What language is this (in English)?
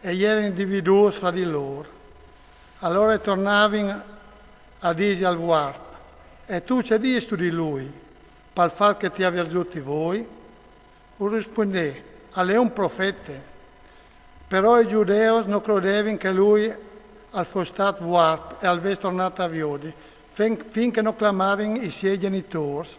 Friulian